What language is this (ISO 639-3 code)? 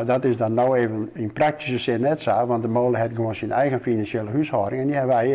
fry